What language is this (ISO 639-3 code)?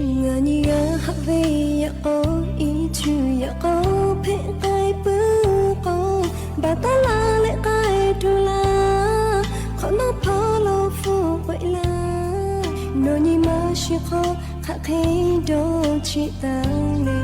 lhu